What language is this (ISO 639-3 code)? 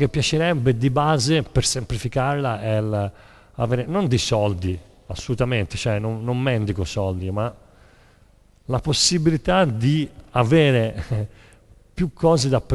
ita